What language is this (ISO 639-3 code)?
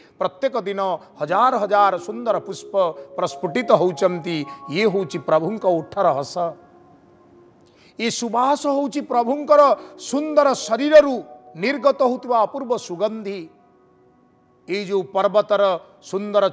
ori